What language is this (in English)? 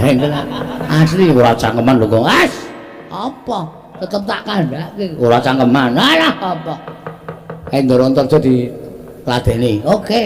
Javanese